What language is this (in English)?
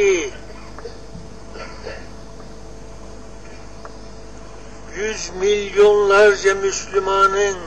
Turkish